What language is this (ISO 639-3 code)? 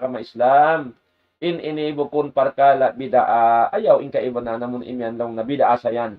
tsg